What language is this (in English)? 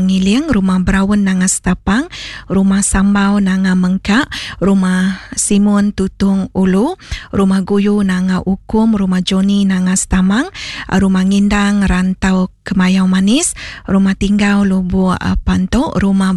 Iban